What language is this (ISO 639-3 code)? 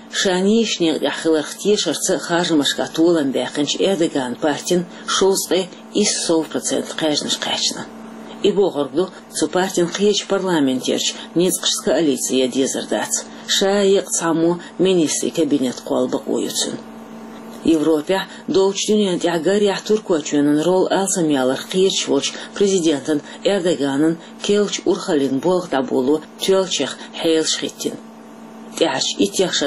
che